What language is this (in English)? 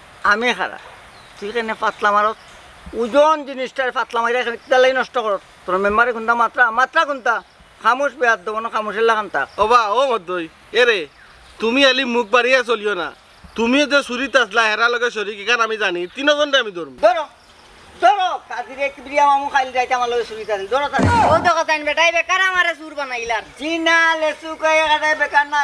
Sylheti